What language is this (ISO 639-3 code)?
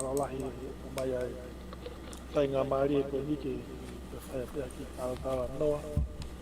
ton